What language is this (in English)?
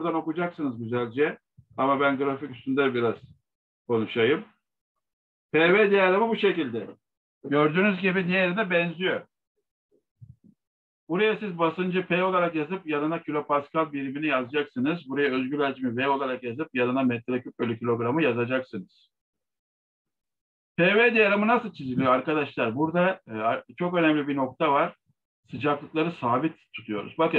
Turkish